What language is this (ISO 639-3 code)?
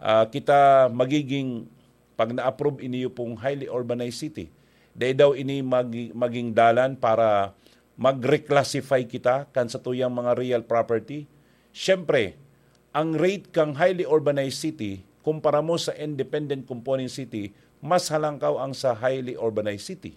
bik